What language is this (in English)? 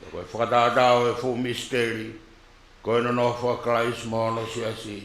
Tongan